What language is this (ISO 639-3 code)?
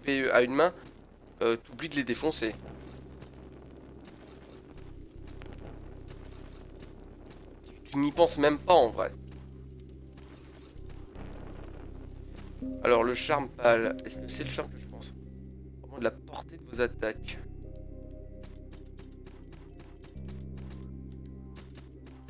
fra